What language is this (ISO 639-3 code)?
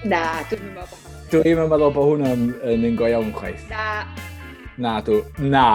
cym